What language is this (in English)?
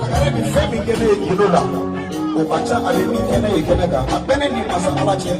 Bambara